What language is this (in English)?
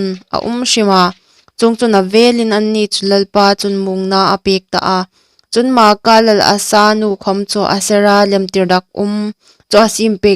Hmar